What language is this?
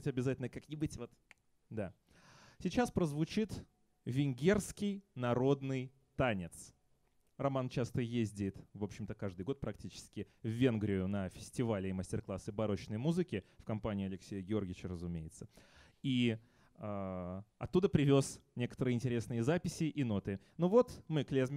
Russian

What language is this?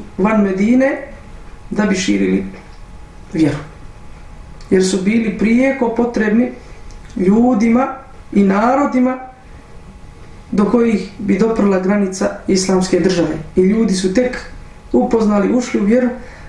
Bosnian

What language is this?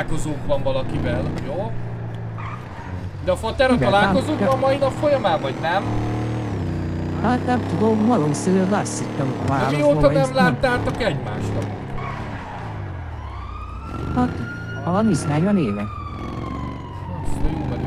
Hungarian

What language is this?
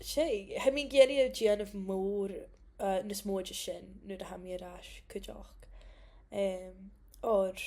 Scottish Gaelic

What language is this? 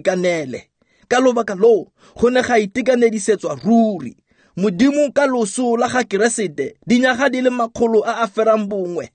Tswana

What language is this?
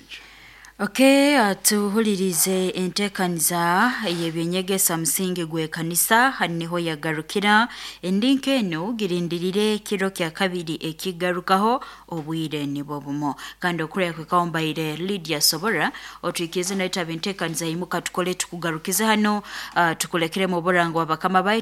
Nyoro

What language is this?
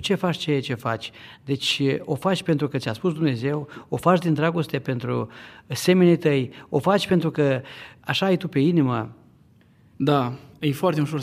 Romanian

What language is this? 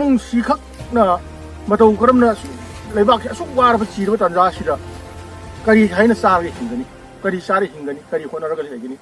Manipuri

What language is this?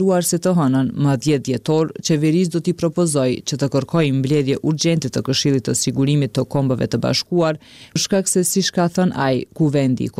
Albanian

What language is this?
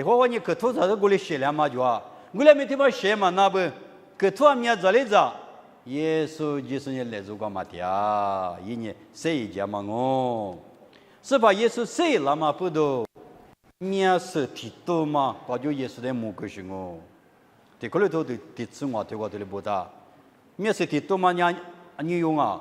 Lisu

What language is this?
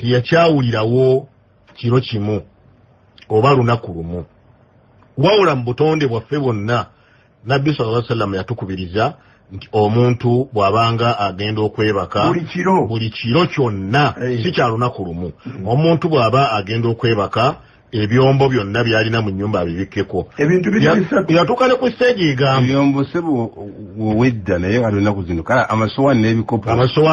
Ganda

